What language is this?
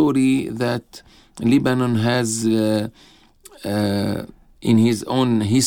Slovenian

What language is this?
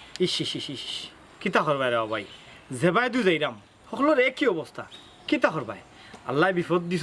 Sylheti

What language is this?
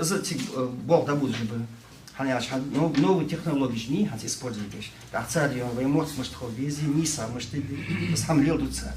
Ingush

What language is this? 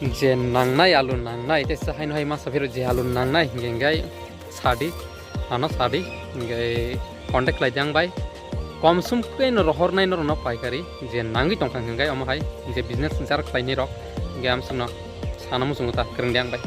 Kok Borok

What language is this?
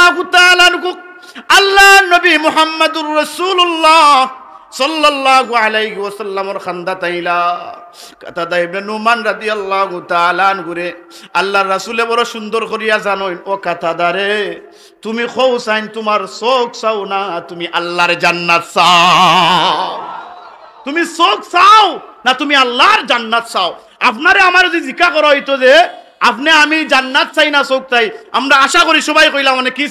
Sylheti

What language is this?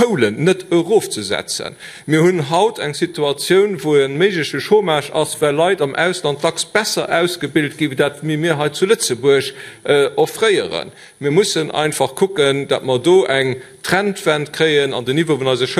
Luxembourgish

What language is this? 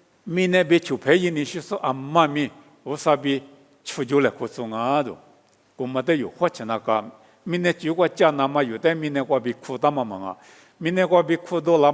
Lisu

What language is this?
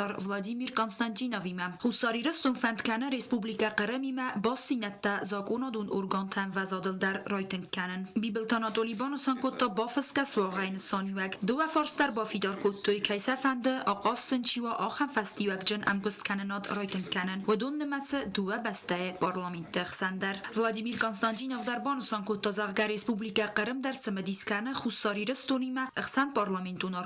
Ossetic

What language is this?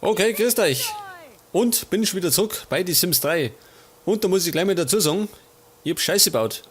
Bavarian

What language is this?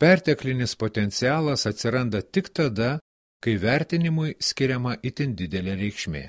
Lithuanian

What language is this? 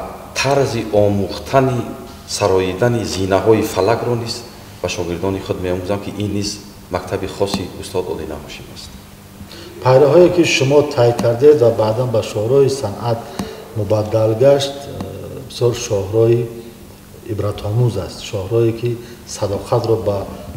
Tajik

